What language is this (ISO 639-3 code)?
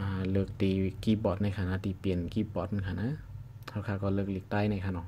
shn